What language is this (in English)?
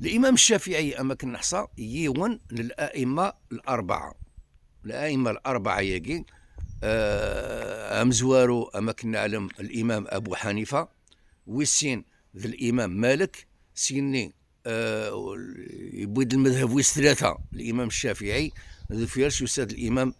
Kabyle